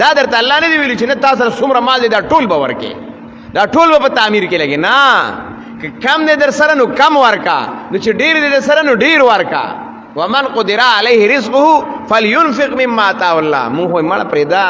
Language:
Pashto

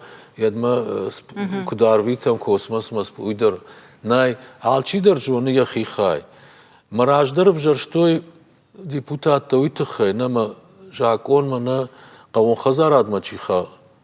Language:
Ossetic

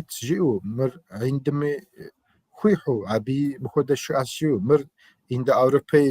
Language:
Kabardian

